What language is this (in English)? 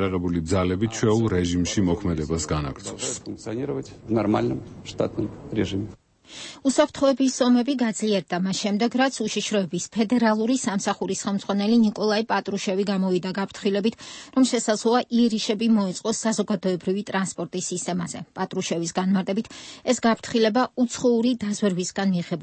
Georgian